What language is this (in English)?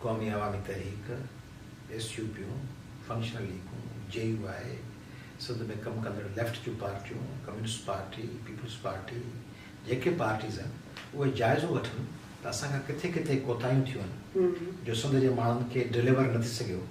Sindhi